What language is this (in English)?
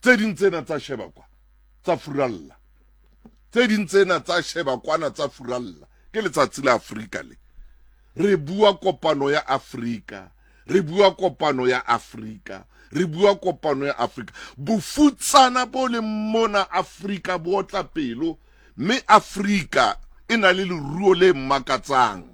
Southern Sotho